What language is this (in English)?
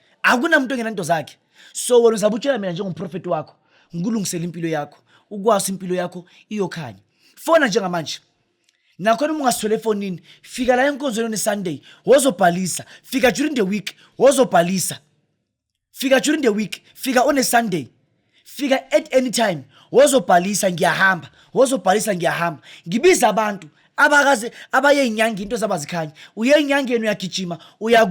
Zulu